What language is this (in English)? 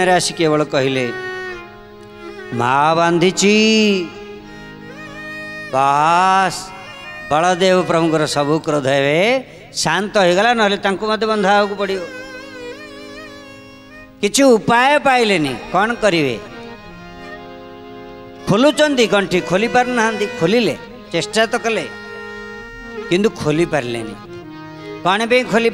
Odia